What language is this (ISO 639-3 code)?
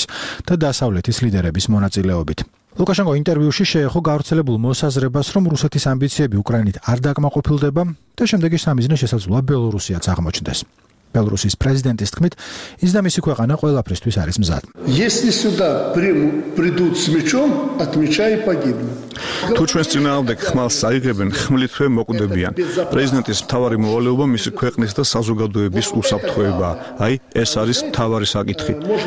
kat